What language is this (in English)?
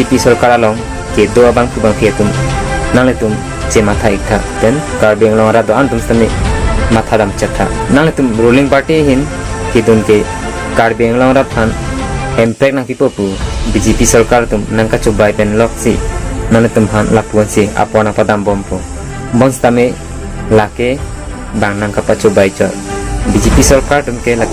Karbi